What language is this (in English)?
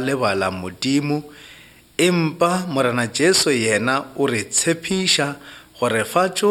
Northern Sotho